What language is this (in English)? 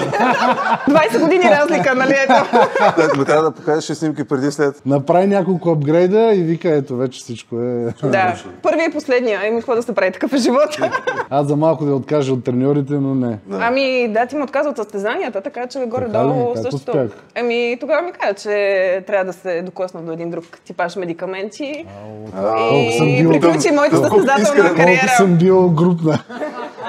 Bulgarian